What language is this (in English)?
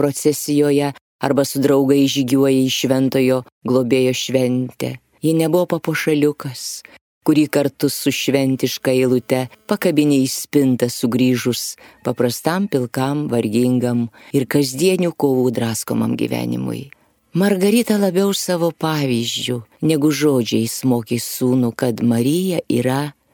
Lithuanian